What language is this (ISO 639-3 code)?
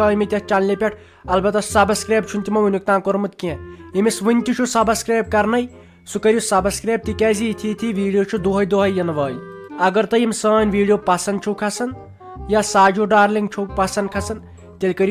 kas